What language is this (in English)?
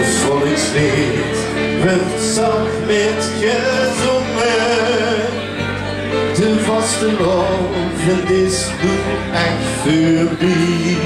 Limburgish